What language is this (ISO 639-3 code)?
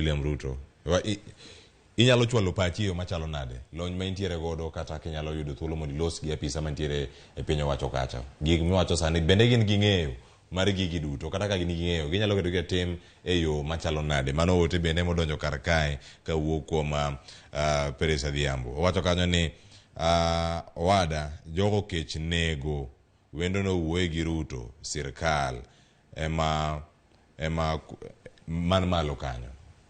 luo